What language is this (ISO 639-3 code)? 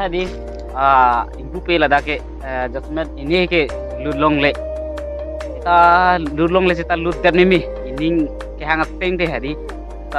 mjw